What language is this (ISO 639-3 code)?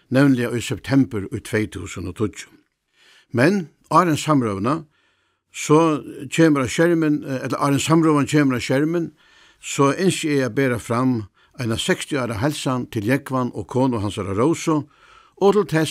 fao